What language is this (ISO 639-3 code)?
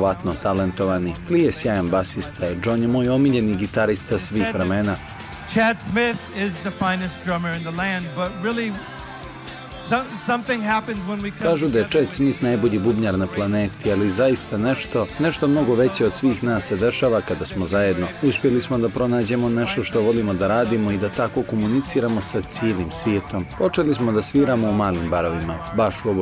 bos